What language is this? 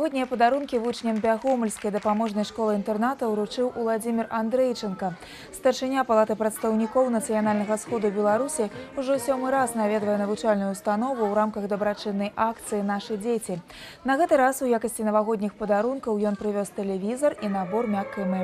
Belarusian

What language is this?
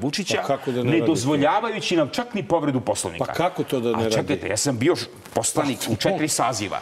Serbian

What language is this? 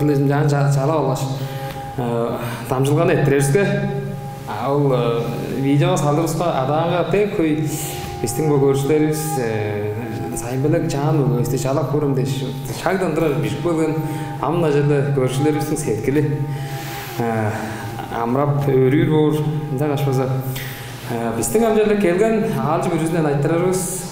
Tuvinian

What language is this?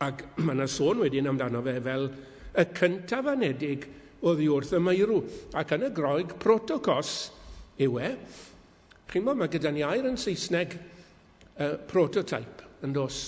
Welsh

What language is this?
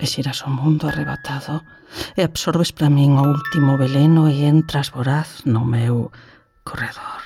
Galician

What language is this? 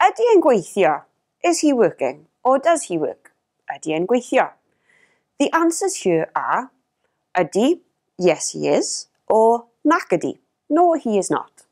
Welsh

